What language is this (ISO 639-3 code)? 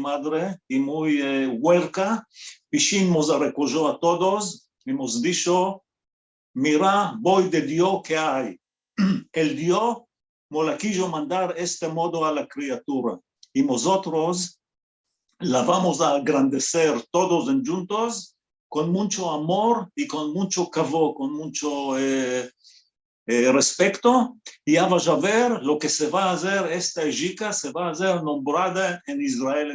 lad